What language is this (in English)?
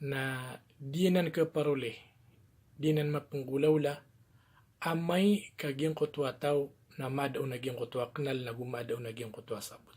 Maranao